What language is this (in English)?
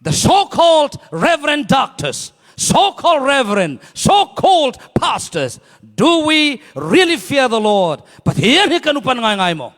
Falam Chin